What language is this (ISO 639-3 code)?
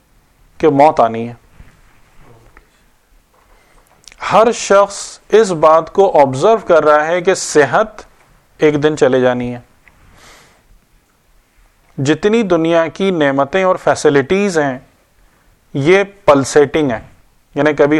urd